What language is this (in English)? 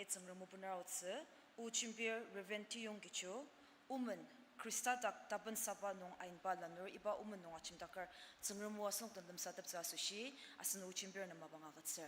Ao Naga